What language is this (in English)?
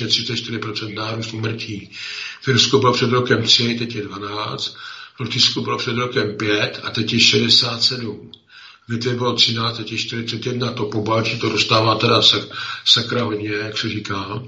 Czech